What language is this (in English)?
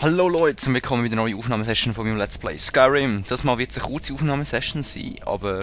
Swiss German